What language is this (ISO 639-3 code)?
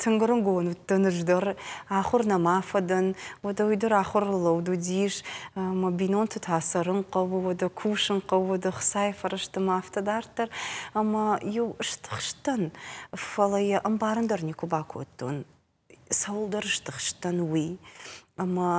oss